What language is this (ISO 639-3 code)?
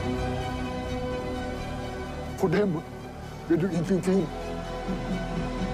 nor